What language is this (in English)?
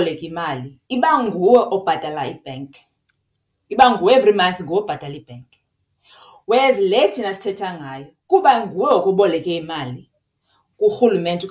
Xhosa